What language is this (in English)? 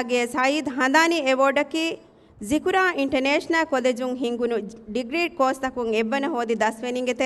Divehi